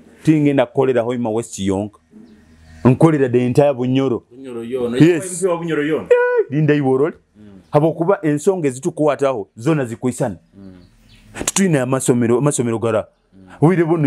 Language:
Nyoro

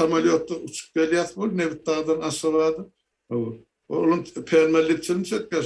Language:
Turkmen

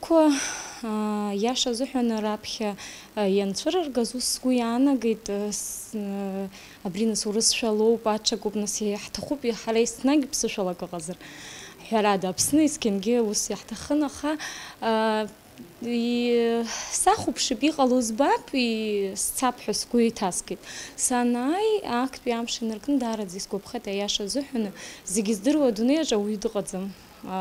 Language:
Abkhazian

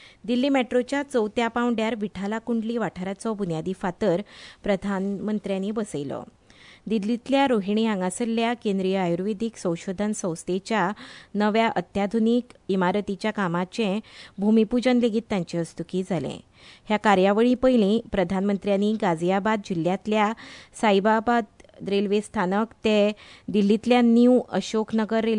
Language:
Konkani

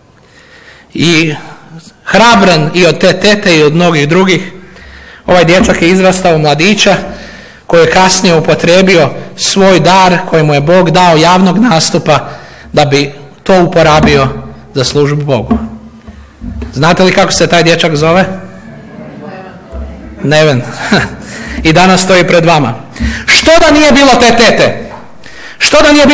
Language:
Croatian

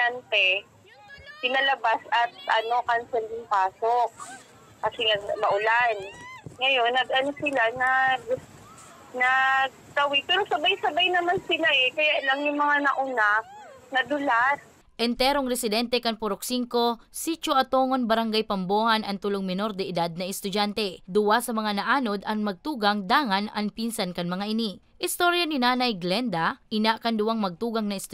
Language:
Bikol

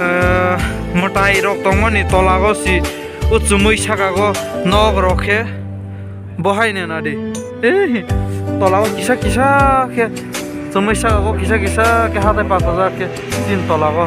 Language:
Kok Borok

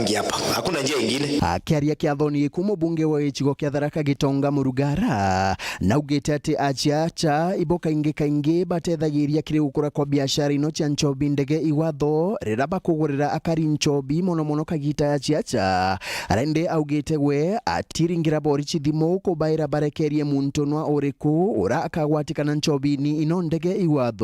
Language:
Meru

